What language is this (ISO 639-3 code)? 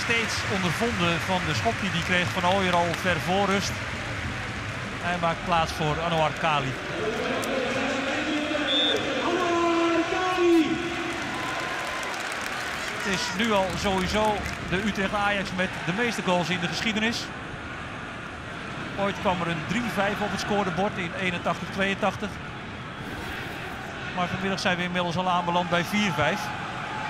nld